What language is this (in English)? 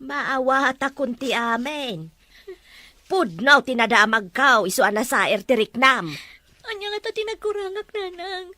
Iloko